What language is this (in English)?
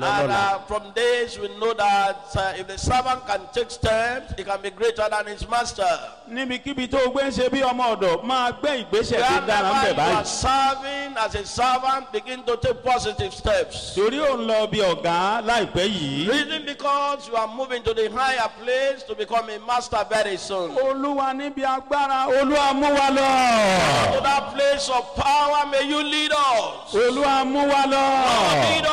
Yoruba